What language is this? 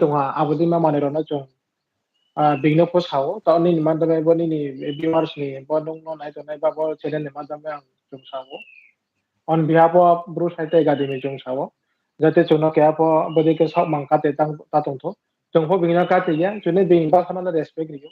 Riang (India)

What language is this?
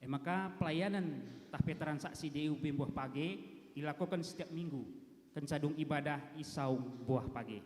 Batak Karo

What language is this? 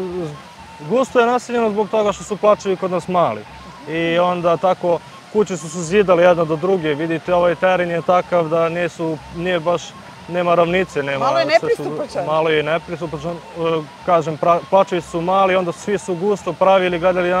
Serbian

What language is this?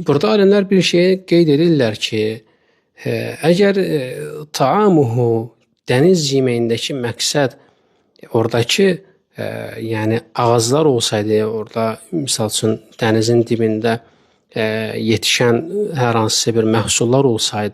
Azerbaijani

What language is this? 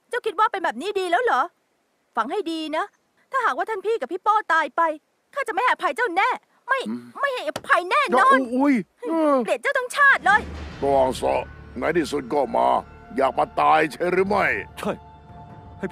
Thai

